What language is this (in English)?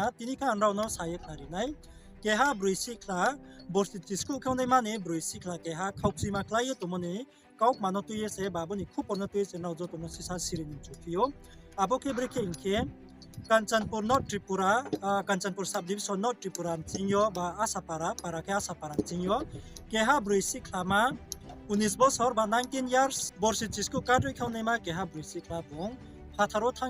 Riang (India)